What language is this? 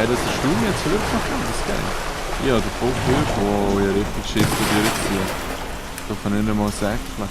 Swiss German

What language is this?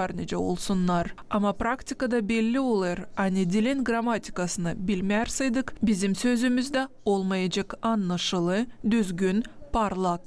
Gagauz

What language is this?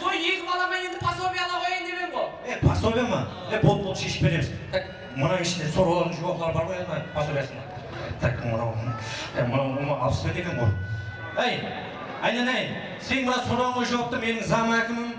Kara-Kalpak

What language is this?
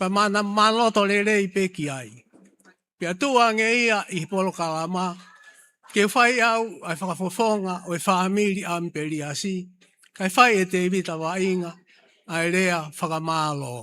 Tongan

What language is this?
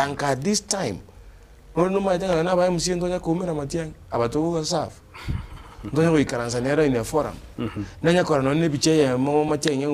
Gusii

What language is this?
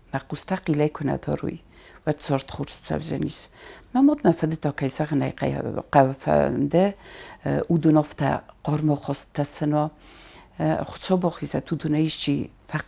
Ossetic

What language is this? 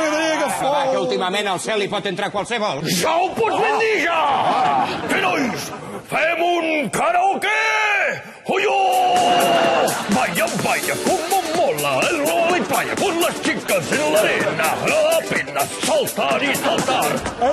Catalan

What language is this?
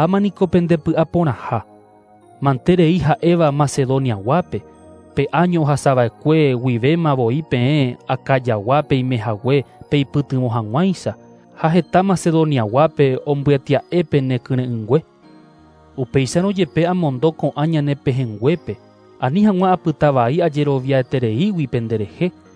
Guarani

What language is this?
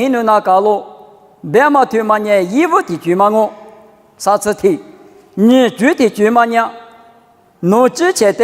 Lisu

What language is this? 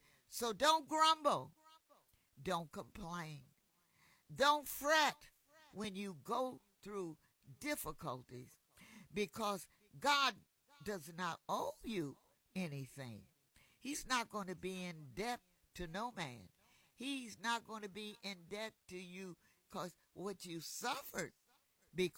English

